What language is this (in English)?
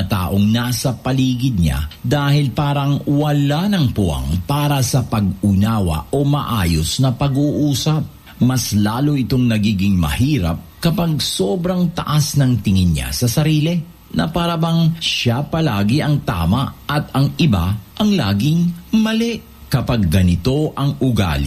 Filipino